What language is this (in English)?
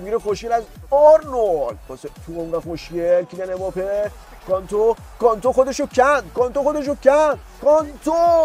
Persian